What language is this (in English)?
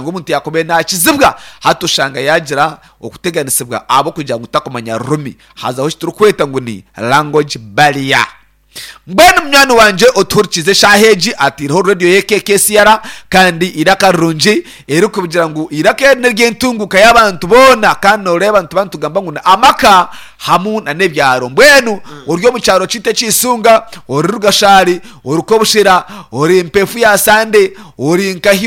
Nyankole